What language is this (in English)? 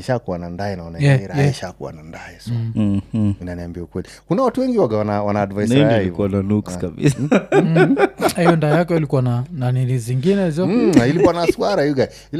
Swahili